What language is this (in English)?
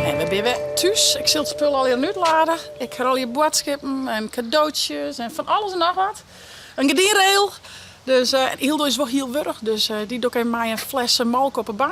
Western Frisian